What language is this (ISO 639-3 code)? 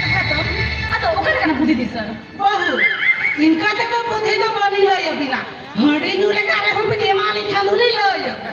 sat